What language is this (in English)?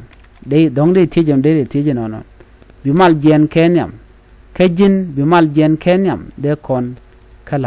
Nuer